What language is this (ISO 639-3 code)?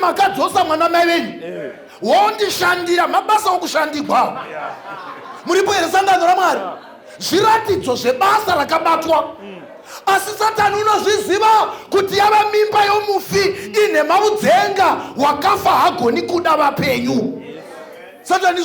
sna